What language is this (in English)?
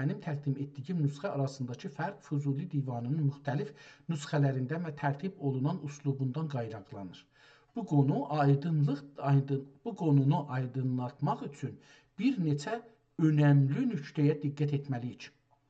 South Azerbaijani